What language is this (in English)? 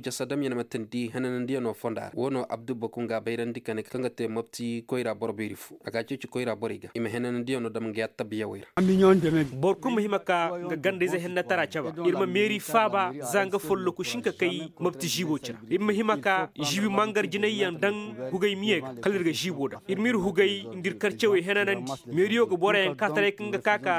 Koyraboro Senni